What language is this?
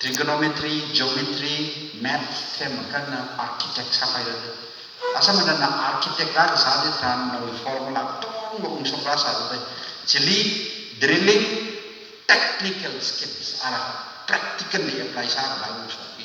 Tangkhul Naga (India)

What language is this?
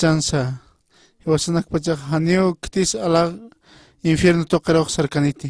Aymara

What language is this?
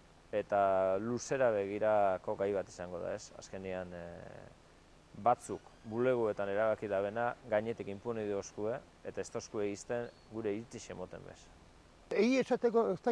Basque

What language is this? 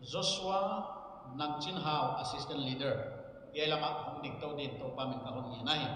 Paite Chin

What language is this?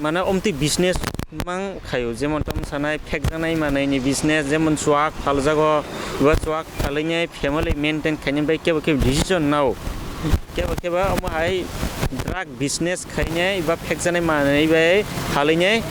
Kok Borok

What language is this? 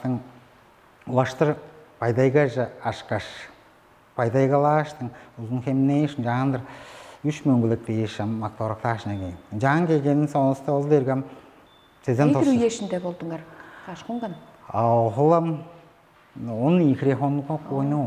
Tuvinian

